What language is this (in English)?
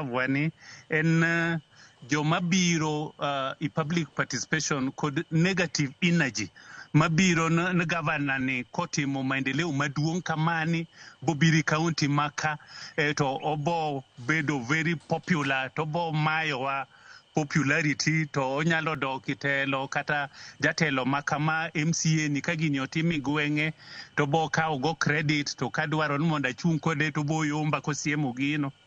Luo (Kenya and Tanzania)